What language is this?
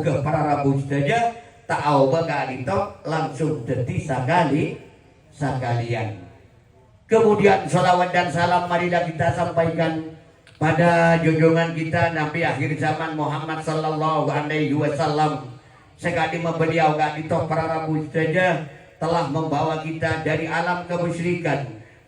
Madurese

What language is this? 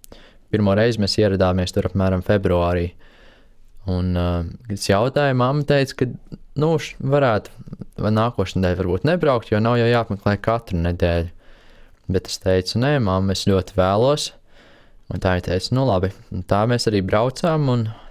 Latvian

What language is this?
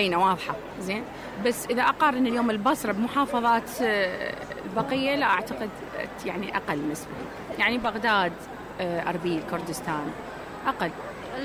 Mesopotamian Arabic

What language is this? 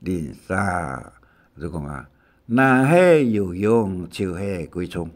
Hakka Chinese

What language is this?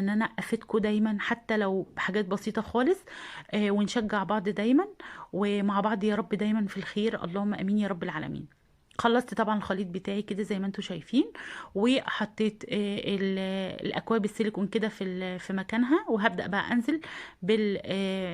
Egyptian Arabic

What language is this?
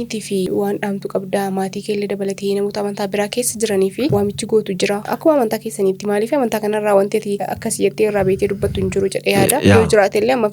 Oromo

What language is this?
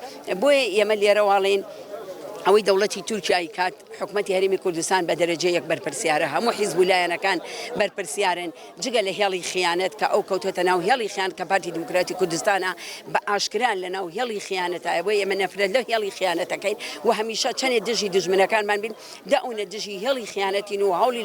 Central Kurdish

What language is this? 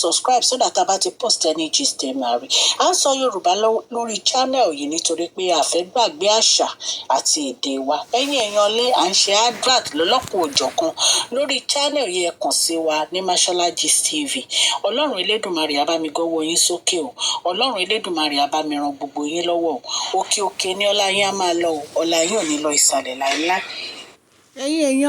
Yoruba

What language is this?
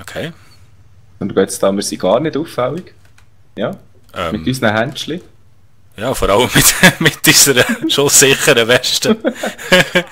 Swiss German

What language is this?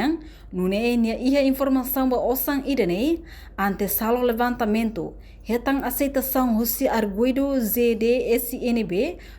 Tetum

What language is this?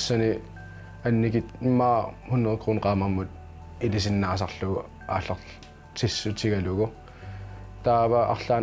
Kalaallisut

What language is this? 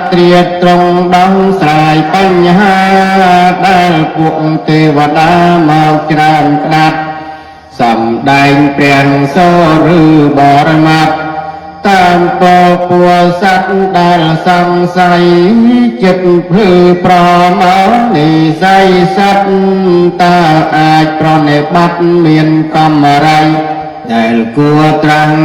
Khmer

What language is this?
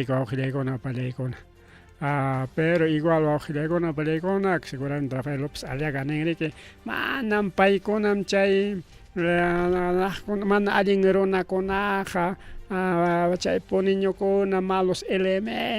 Ayacucho Quechua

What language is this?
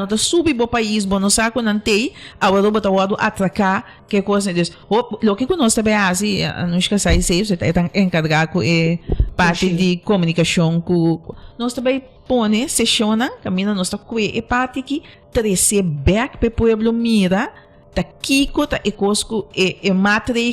Papiamento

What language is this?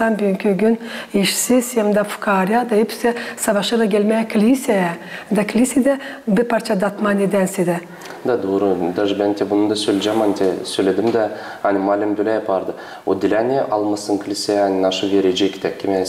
Gagauz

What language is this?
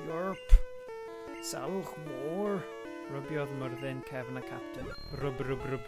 Welsh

